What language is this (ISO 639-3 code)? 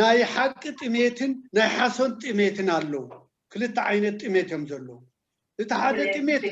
tir